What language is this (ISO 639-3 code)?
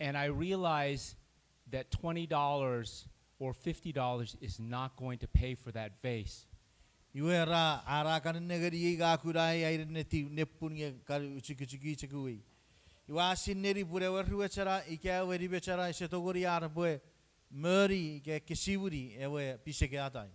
chk